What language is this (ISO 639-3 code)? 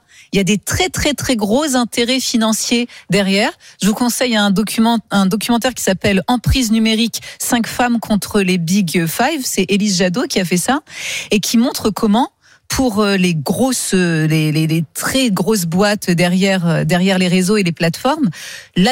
fra